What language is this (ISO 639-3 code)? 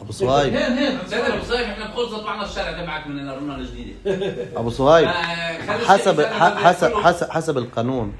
apc